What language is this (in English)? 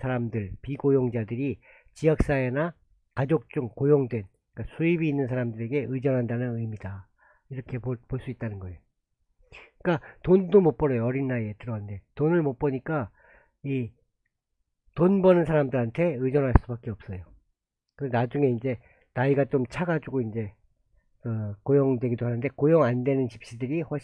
Korean